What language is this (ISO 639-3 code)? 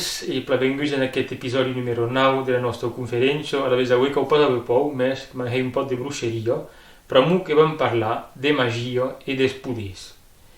oci